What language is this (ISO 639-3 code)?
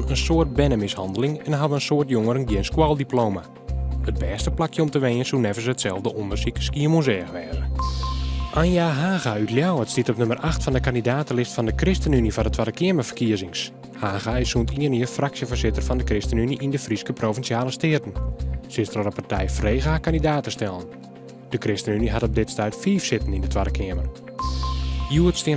fry